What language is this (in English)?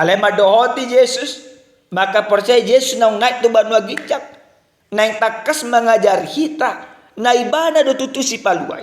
Batak Toba